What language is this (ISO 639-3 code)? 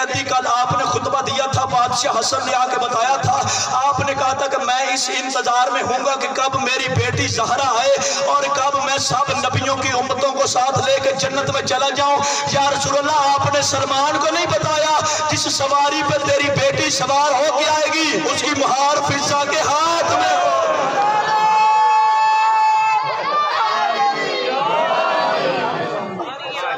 urd